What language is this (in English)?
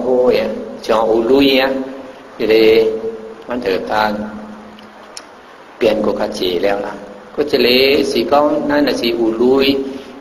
Thai